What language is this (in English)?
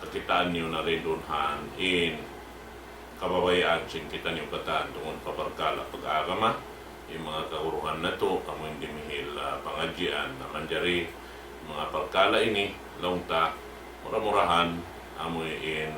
Tausug